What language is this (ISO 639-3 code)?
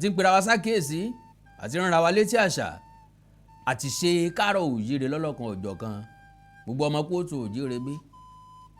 yor